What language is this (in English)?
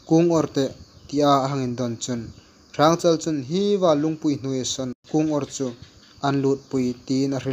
Hmar